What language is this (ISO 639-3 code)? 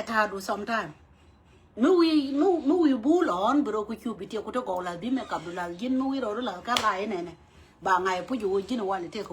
nus